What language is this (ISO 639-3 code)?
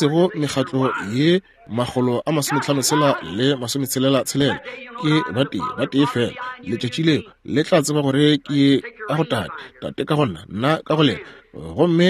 nso